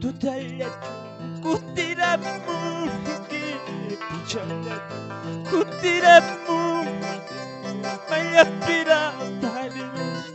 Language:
Quechua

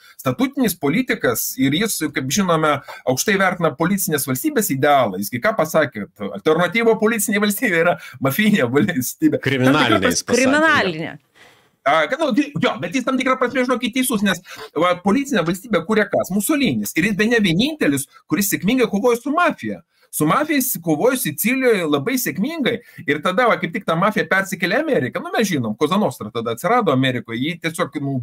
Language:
Lithuanian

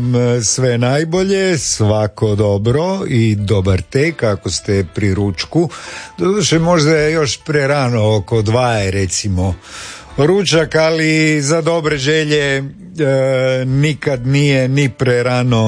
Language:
Croatian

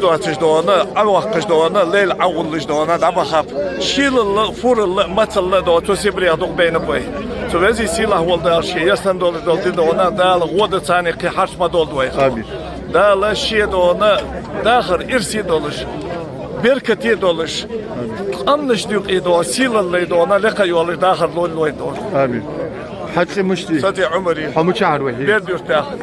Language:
Ingush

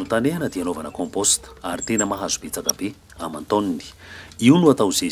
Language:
Malagasy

